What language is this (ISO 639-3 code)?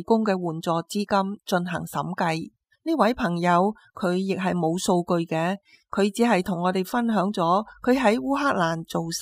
yue